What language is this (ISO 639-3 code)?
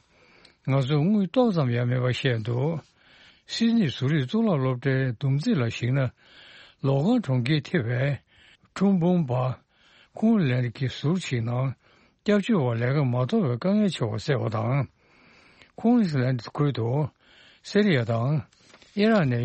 bod